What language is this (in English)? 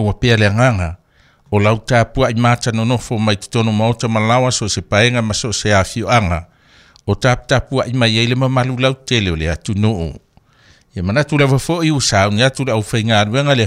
Samoan